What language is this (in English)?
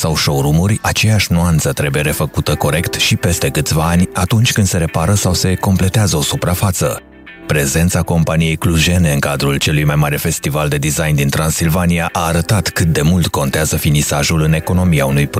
Romanian